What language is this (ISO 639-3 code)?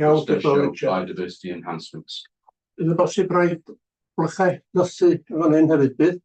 cym